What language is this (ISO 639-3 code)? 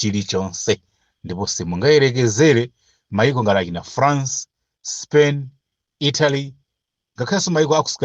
nya